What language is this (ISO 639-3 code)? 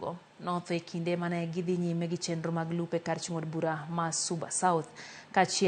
luo